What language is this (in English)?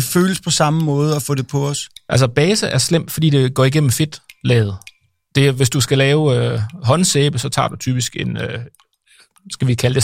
Danish